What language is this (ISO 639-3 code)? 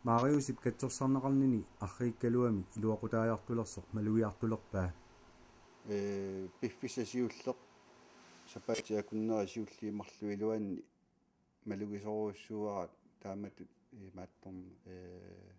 kal